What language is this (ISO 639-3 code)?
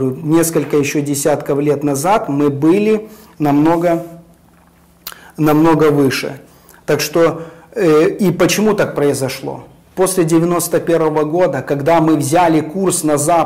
rus